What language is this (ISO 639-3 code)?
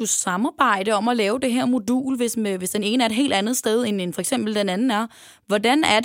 dan